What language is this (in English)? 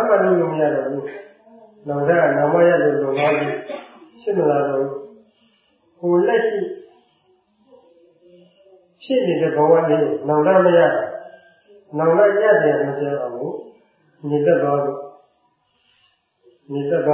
Burmese